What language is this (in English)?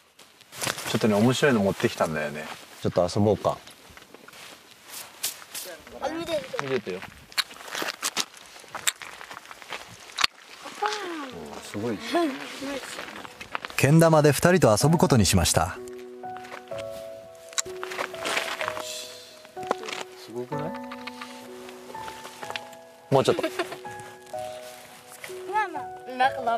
Japanese